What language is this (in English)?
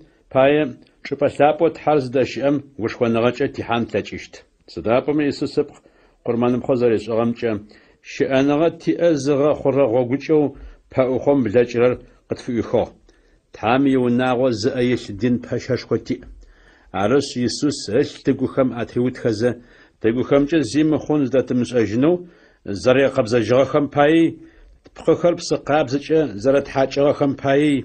Adyghe